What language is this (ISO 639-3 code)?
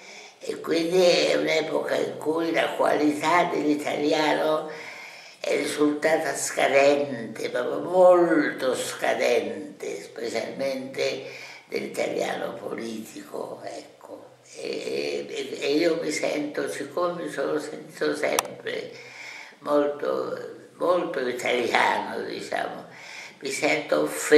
ita